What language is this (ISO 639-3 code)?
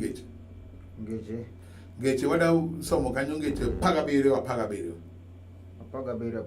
luo